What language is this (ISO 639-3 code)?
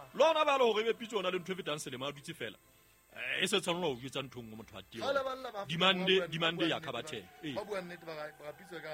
sot